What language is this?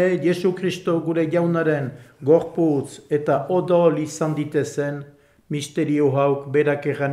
Basque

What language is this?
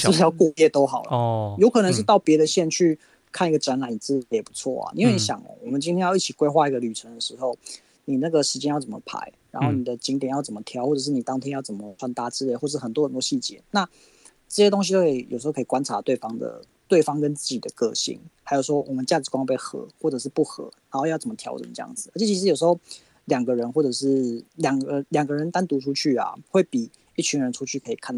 Chinese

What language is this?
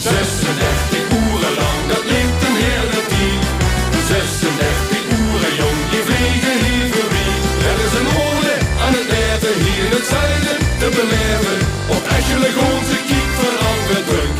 Limburgish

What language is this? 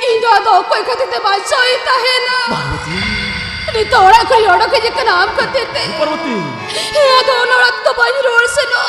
Santali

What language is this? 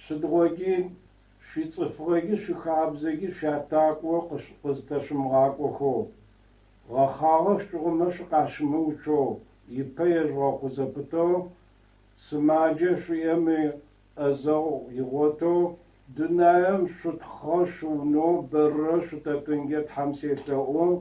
Adyghe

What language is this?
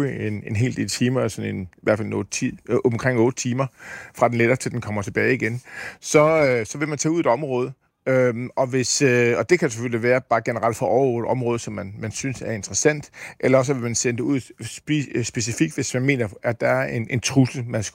Danish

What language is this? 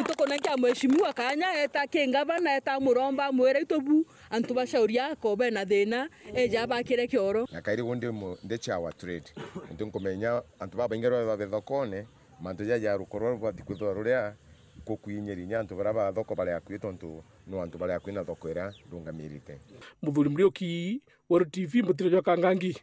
Meru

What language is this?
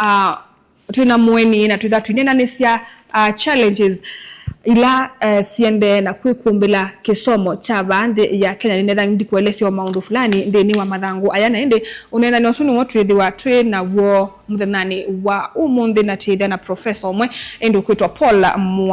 Kamba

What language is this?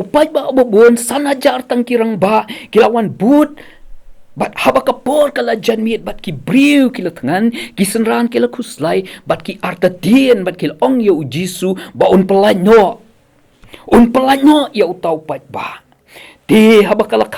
Khasi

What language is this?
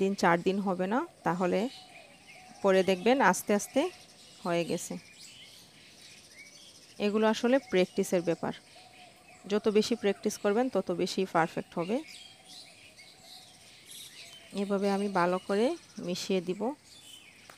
Bangla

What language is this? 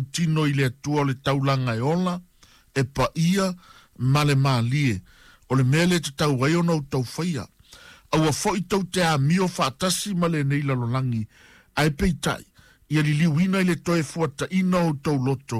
Samoan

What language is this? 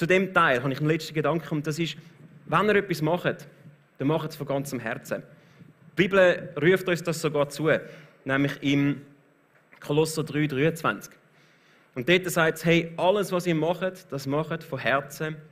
Swiss German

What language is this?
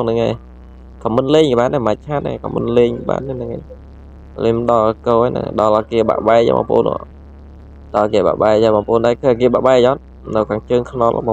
Khmer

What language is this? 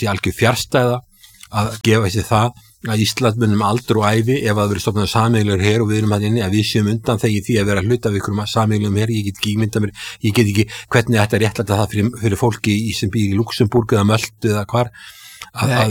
Icelandic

